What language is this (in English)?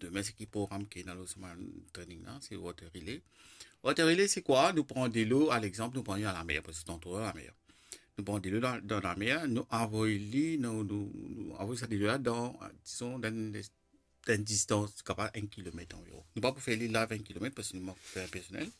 Morisyen